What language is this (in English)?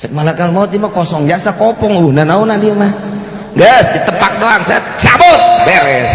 Sundanese